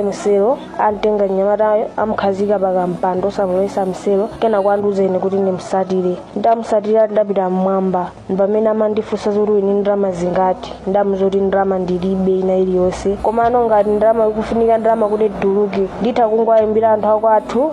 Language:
Nyanja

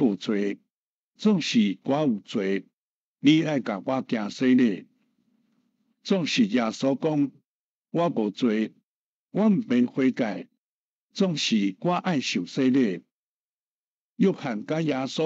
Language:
Min Nan Chinese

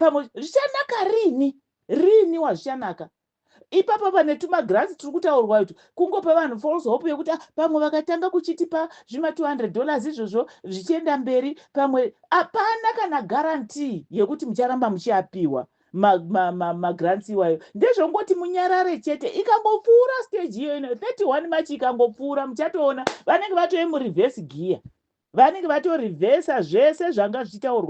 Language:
Shona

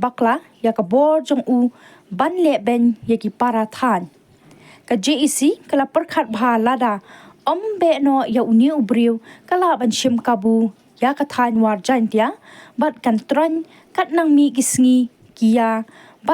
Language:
Khasi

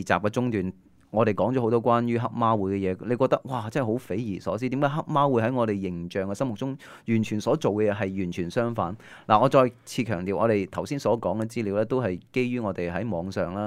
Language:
Cantonese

